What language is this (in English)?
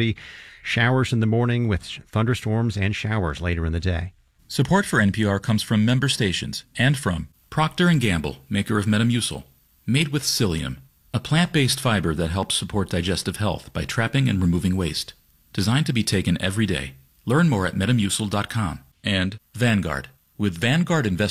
English